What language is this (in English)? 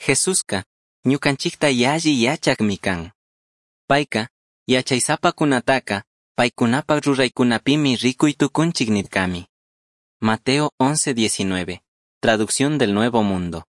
Chimborazo Highland Quichua